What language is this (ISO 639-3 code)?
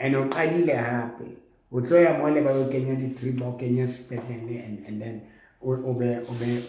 sot